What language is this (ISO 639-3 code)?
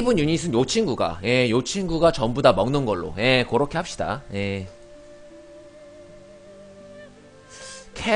kor